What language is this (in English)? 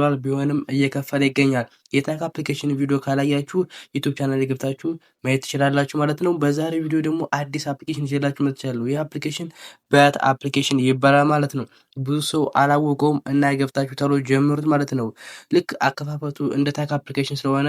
Amharic